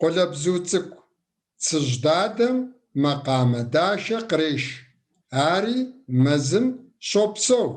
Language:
Kabardian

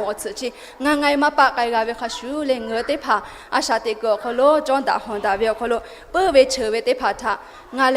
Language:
Lahu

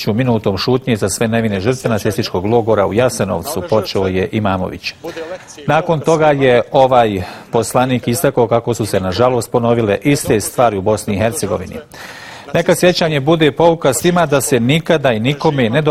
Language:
Bosnian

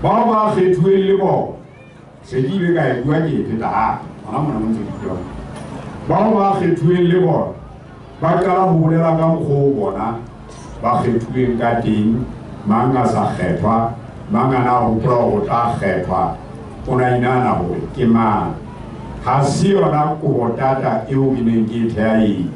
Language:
Southern Sotho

